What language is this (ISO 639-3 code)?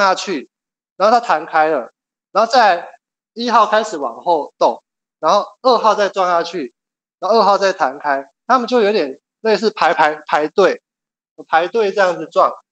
zho